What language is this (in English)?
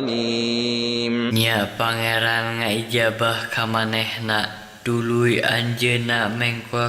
Sundanese